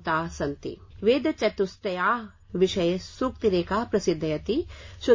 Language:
Sanskrit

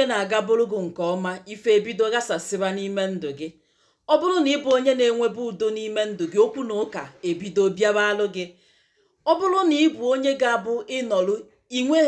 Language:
Igbo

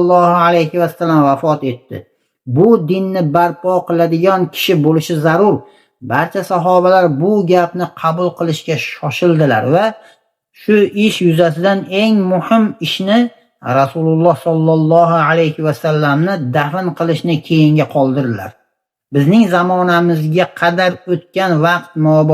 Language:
Uzbek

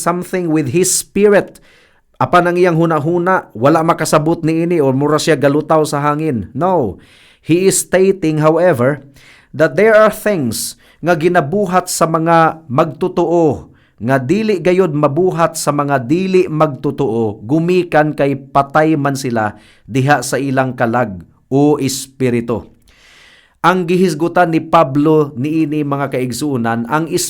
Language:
Cebuano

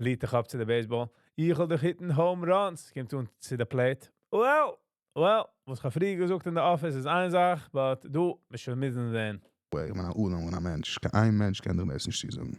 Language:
Yiddish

